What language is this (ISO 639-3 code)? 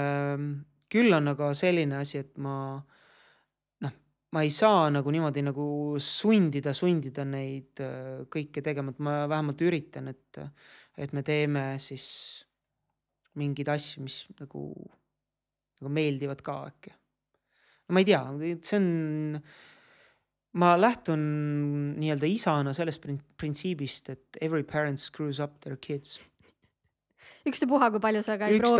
est